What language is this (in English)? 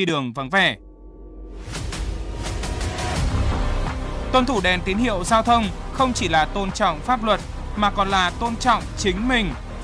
Vietnamese